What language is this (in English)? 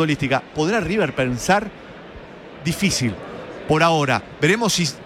Spanish